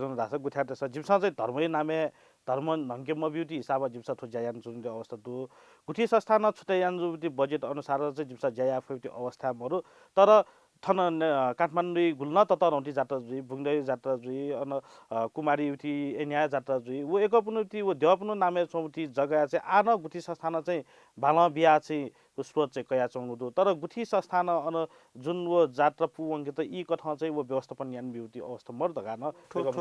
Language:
Newari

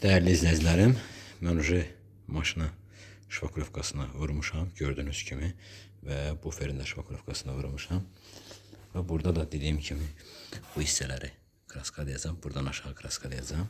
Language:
Azerbaijani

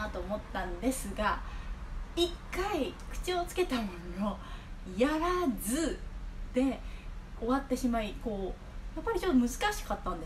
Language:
Japanese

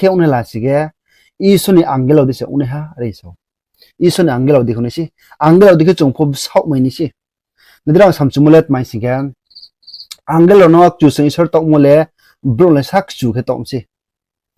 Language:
Riang (India)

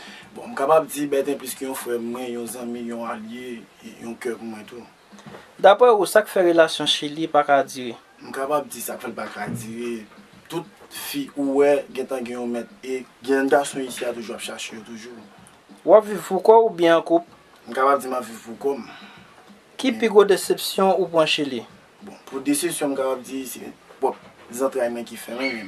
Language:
Haitian Creole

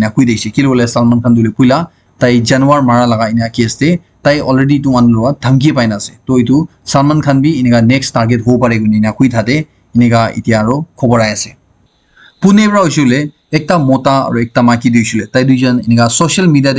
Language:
Naga Pidgin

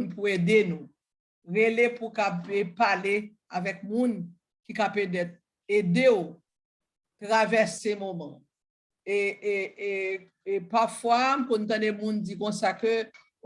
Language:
Haitian Creole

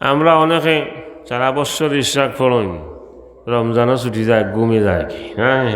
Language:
Sylheti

